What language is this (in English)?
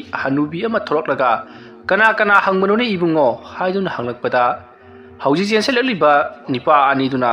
Manipuri